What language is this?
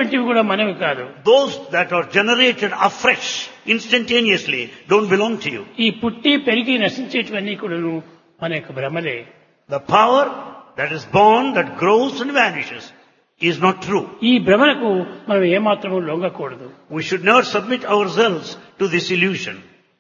Telugu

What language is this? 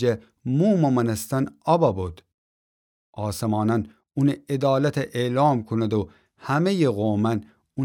Gilaki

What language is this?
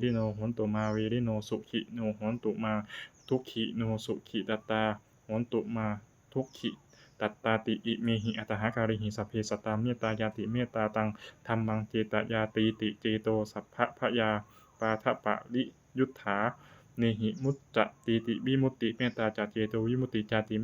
Pali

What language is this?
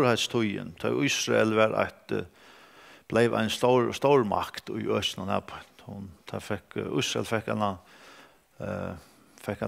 Faroese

